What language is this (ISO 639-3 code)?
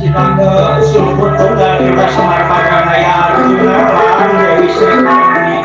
bew